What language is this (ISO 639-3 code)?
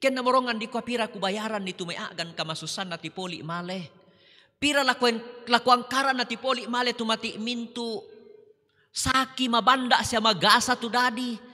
sda